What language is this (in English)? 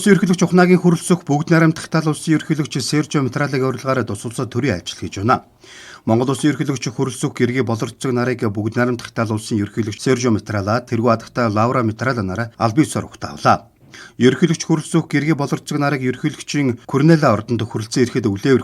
Mongolian